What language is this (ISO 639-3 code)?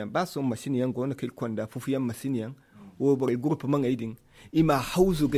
dje